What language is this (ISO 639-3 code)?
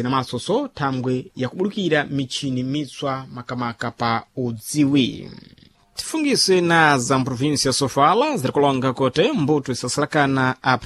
seh